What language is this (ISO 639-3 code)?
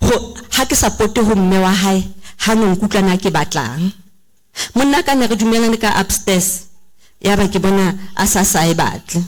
sot